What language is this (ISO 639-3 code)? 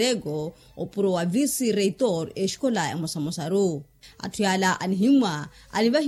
vmw